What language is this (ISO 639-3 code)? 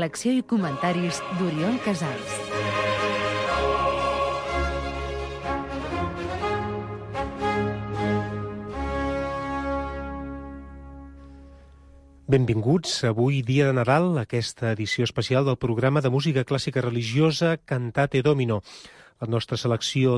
cat